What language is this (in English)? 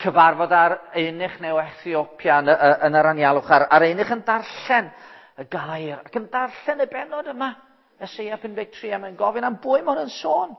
Welsh